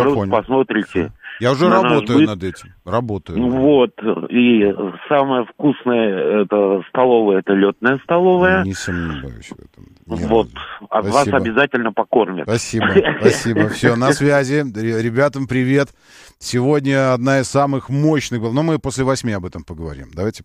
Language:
Russian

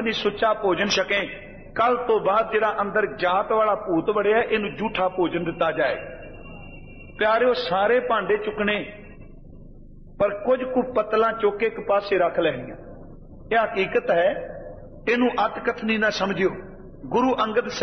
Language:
Punjabi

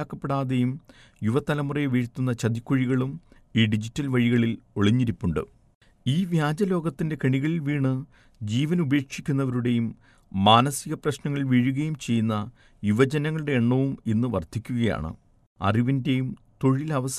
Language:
Malayalam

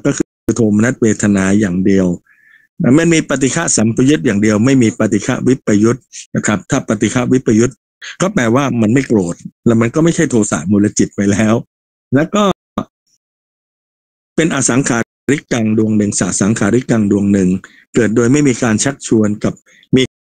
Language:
Thai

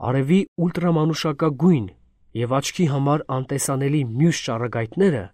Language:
Armenian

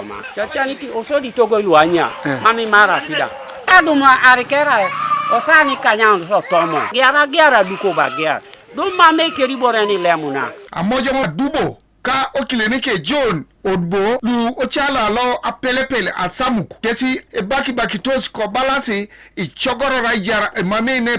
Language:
Teso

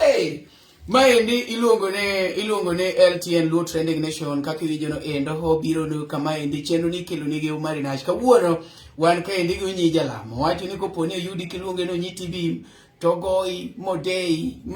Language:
Luo (Kenya and Tanzania)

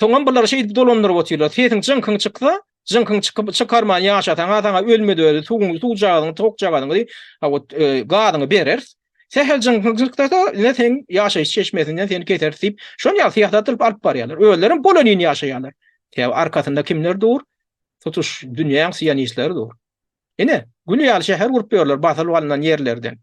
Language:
Turkmen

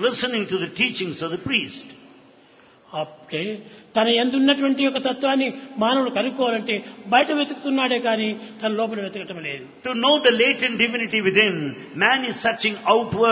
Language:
Telugu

